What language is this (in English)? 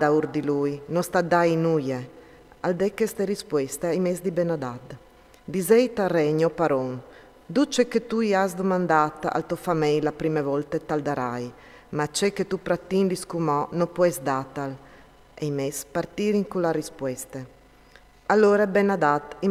Friulian